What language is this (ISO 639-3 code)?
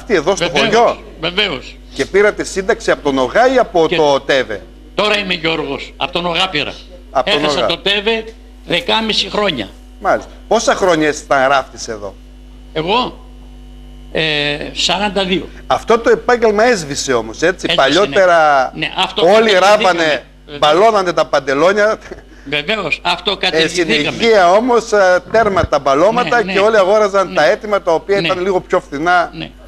ell